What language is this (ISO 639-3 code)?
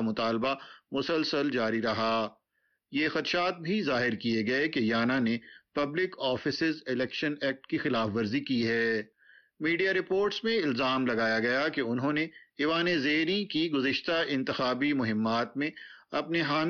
urd